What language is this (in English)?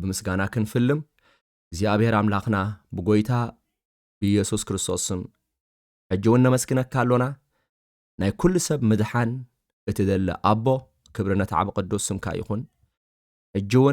Tigrinya